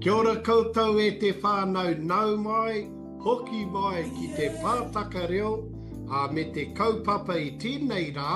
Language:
Māori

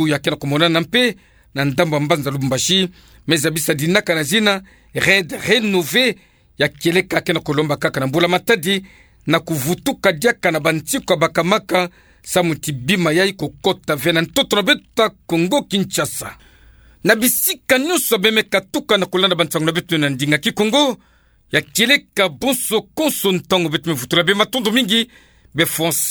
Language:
Kituba (Democratic Republic of Congo)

